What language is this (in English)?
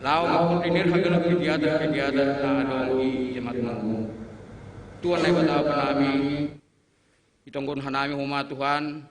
Batak Simalungun